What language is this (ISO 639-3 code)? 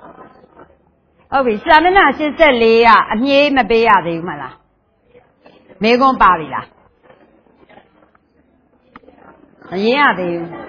mya